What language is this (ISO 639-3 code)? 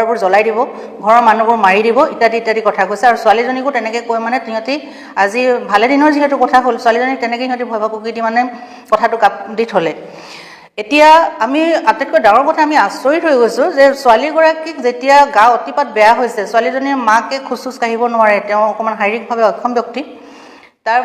asm